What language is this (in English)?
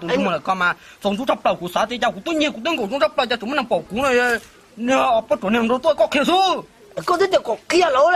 Hmong